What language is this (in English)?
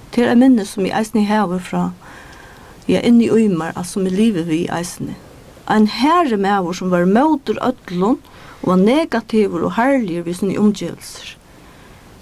Faroese